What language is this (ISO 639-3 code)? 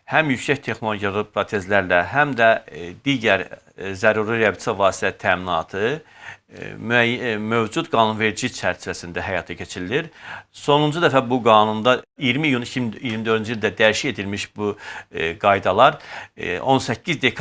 aze